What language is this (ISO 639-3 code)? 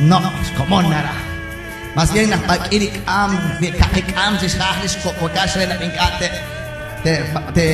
kek